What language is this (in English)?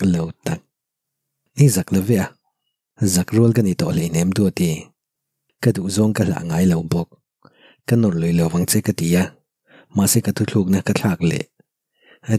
Mizo